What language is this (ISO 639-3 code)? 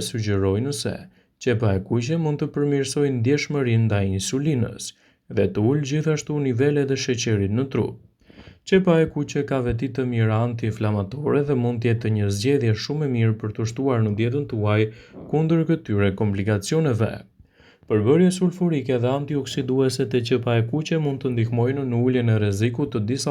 sqi